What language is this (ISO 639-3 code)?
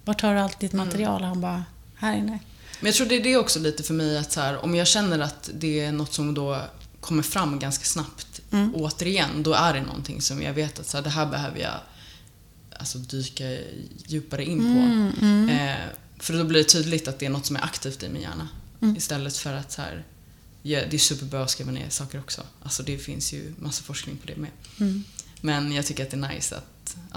swe